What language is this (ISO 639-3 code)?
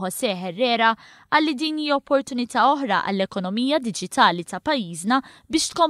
mlt